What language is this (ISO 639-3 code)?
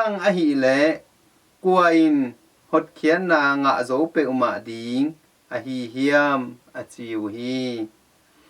ctd